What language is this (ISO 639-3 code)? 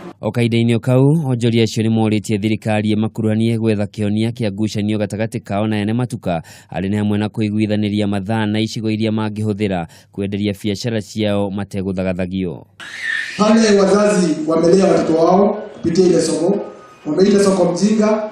kik